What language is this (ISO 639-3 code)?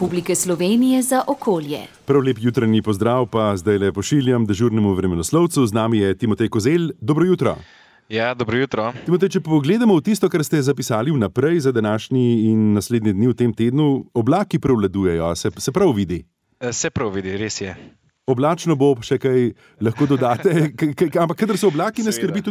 slv